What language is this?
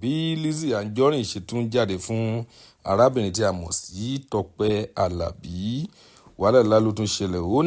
Yoruba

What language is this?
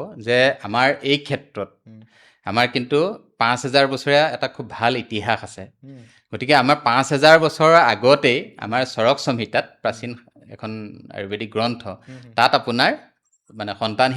Assamese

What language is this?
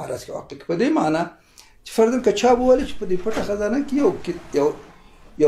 Pashto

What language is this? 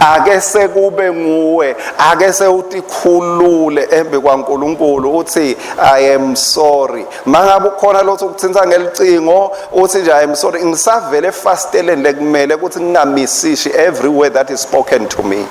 Swati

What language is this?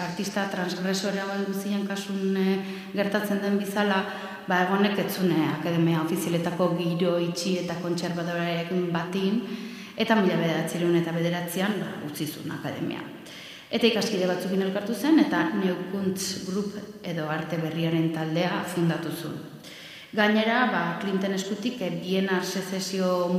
Basque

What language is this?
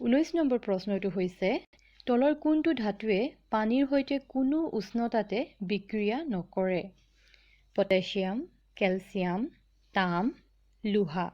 Assamese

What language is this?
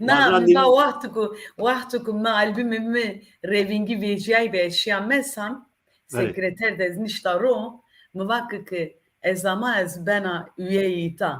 Zaza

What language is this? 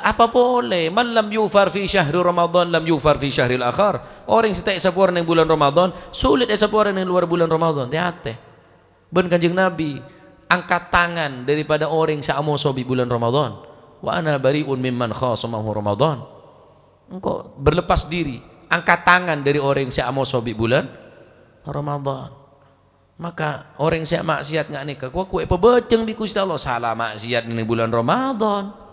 Madurese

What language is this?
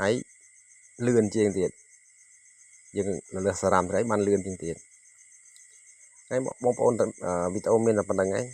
Khmer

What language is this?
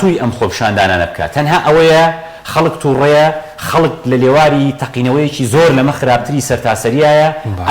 Central Kurdish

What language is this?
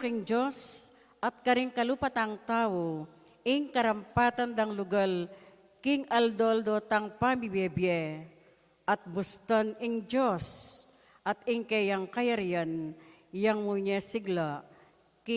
Pampanga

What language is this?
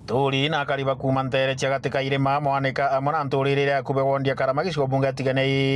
Meru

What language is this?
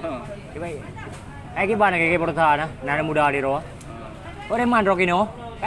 Achinese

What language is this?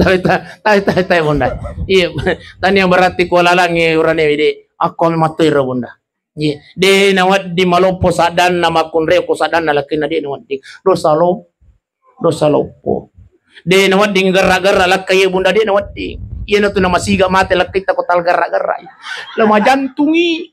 Buginese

